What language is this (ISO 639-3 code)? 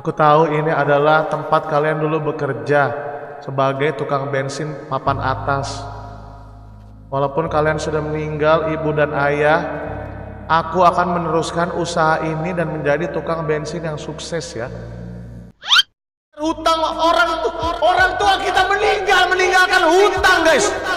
ind